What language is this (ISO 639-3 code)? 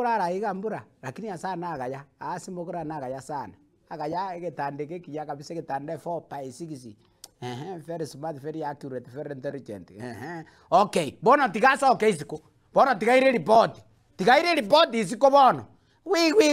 guz